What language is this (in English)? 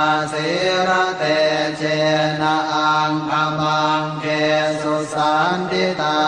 Pali